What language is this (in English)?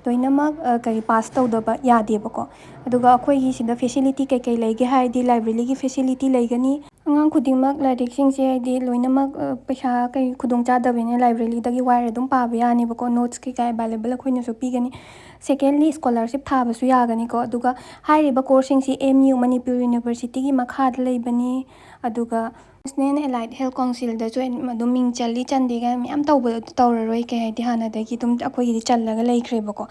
Manipuri